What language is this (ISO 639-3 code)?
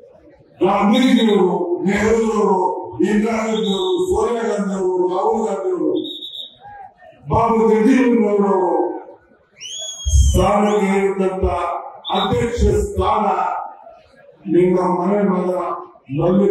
kan